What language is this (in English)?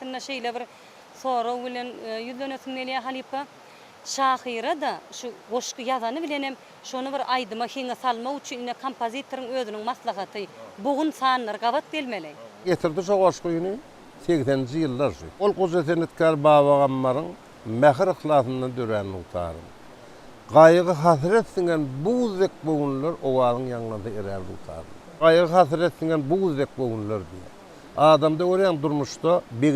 Turkmen